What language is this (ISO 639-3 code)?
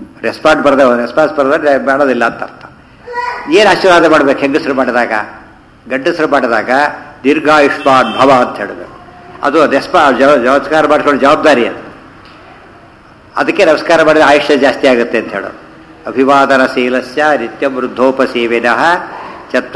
kan